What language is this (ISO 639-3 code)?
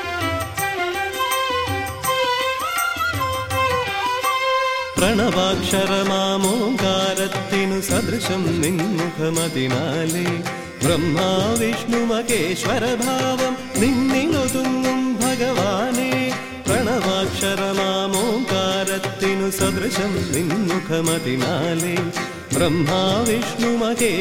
mal